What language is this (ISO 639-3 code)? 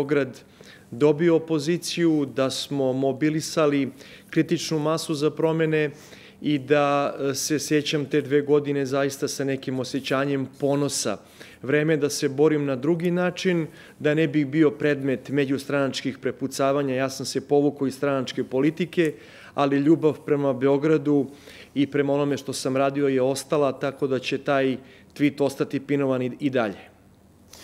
srp